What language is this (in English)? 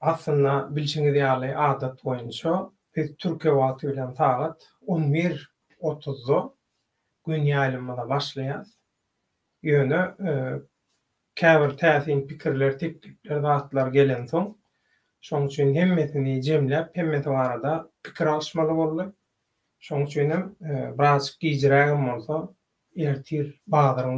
Turkmen